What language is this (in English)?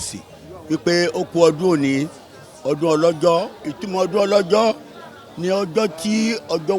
Yoruba